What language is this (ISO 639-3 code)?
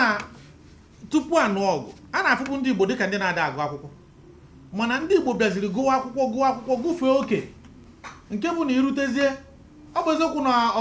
ibo